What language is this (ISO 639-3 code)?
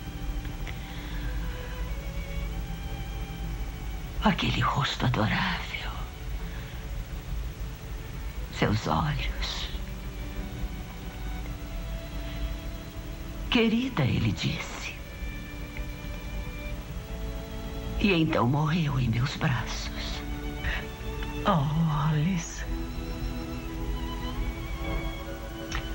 por